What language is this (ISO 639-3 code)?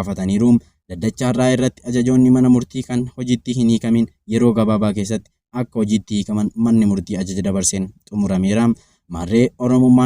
orm